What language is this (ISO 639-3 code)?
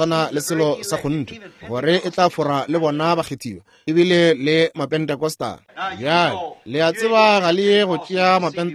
nso